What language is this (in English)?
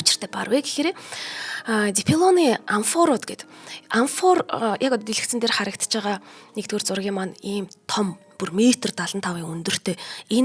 Mongolian